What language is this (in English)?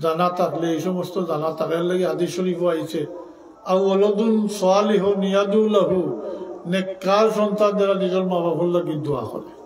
Sylheti